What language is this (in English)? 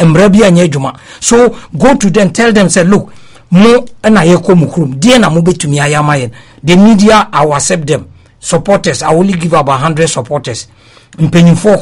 English